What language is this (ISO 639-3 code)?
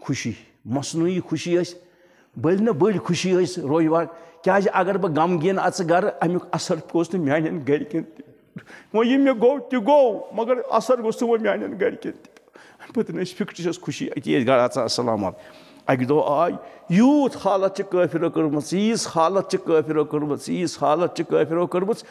kas